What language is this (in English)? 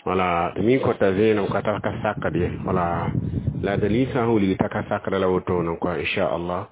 Mossi